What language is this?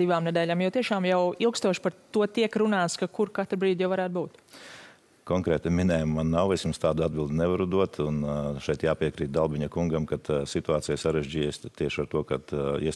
Latvian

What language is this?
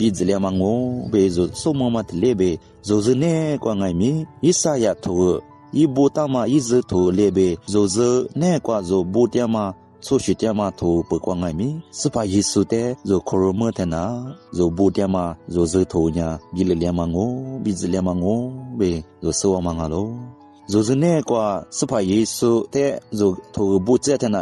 Lisu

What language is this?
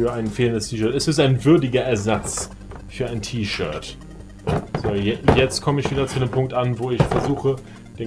German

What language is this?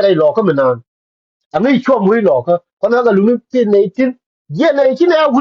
Nuer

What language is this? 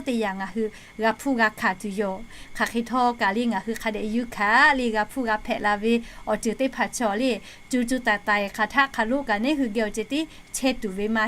Lahu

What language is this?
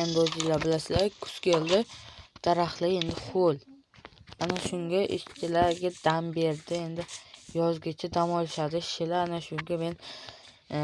Uzbek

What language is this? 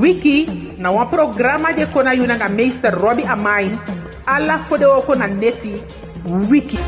Eastern Maroon Creole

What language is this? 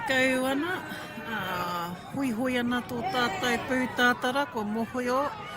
Māori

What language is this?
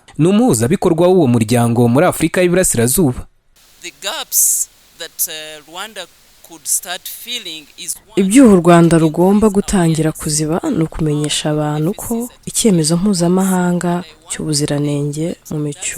Kinyarwanda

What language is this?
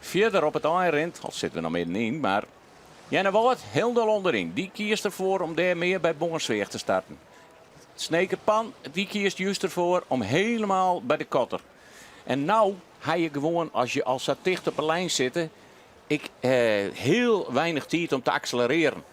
Western Frisian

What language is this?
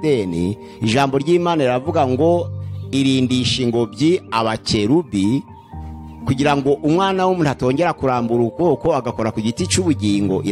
Kinyarwanda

